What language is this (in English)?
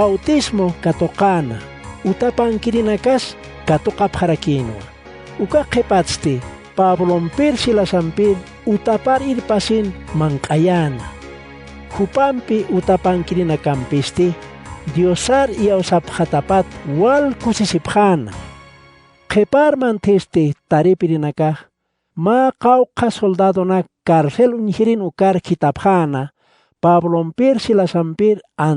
Aymara